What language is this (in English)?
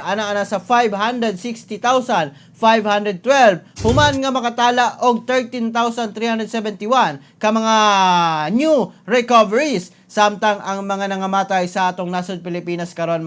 Cebuano